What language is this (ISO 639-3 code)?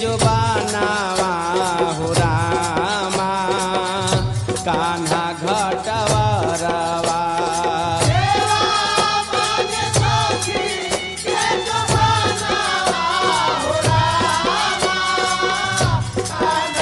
bho